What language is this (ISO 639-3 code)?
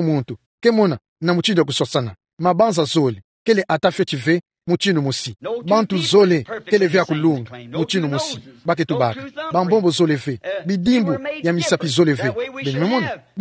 ktu